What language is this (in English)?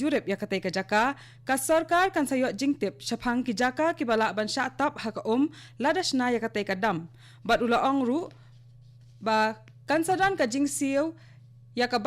Khasi